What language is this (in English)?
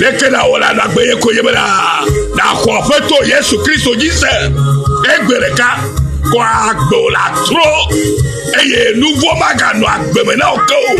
Ewe